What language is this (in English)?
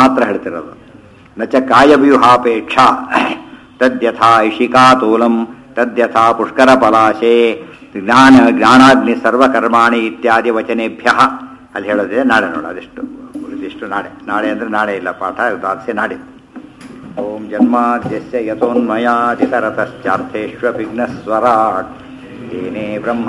Kannada